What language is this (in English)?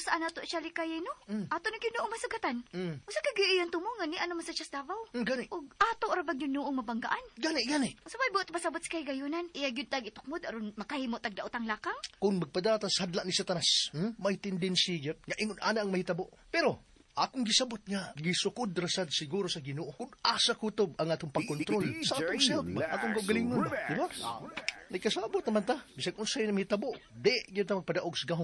Cebuano